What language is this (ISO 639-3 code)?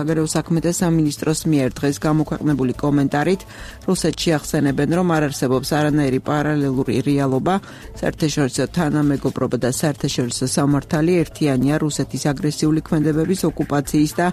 kat